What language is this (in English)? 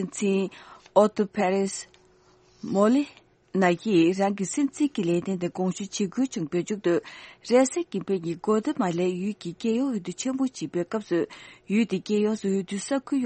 Tibetan